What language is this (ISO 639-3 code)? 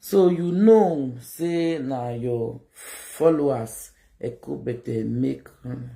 pcm